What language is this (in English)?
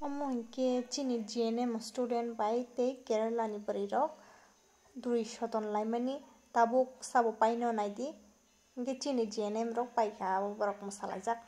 Kok Borok